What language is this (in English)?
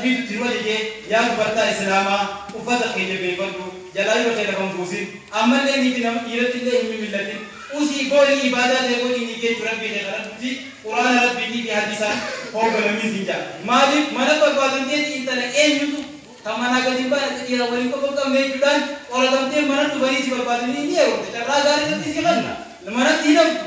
Oromo